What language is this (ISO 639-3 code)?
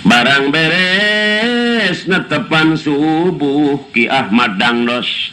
sun